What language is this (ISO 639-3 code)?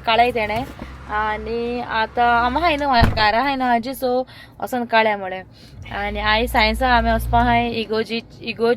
kok